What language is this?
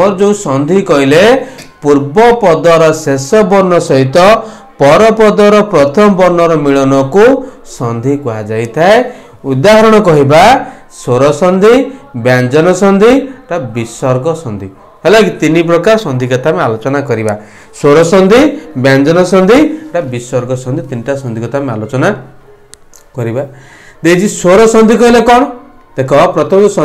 Odia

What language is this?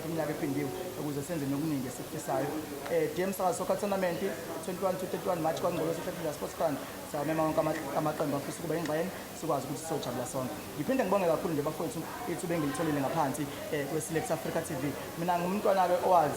Zulu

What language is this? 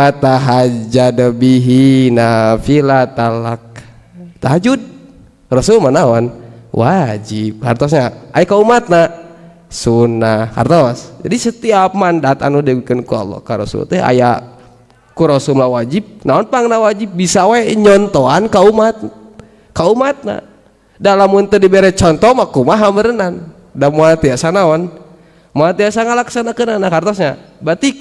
Sundanese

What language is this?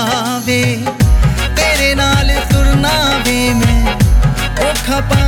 Punjabi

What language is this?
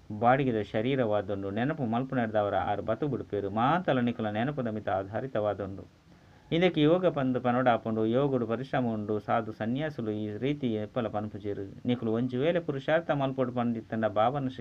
Tulu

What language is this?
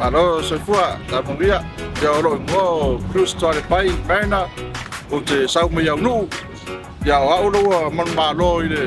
Samoan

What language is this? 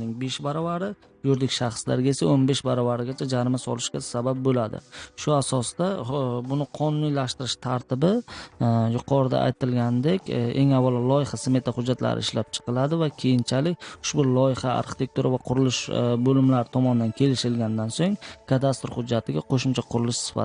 Uzbek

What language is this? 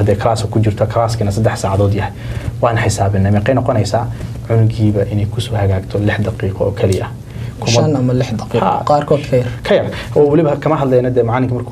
Somali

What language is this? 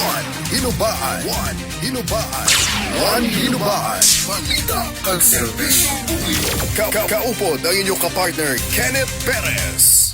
Hiligaynon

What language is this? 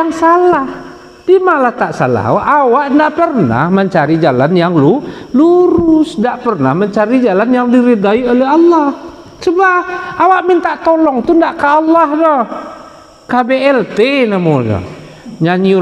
Minangkabau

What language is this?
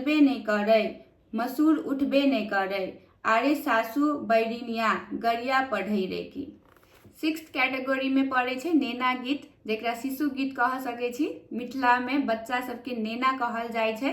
Maithili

